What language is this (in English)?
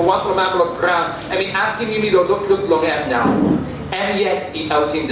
Tok Pisin